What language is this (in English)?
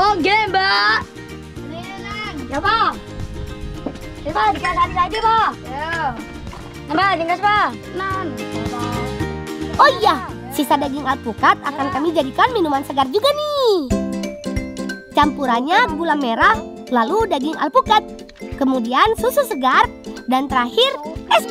Indonesian